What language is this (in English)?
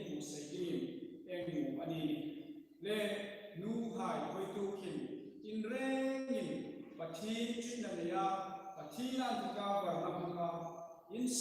Hmar